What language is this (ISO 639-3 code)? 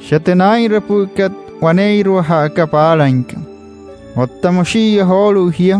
guc